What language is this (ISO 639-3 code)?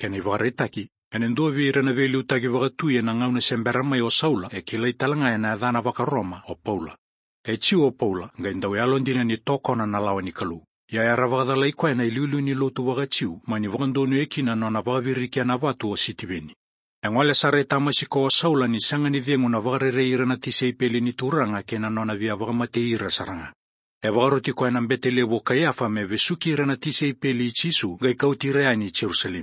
fij